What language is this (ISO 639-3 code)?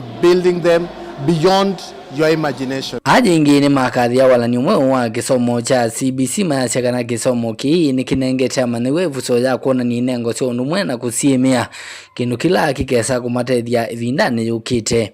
kam